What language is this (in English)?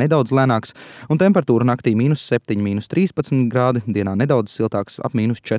Latvian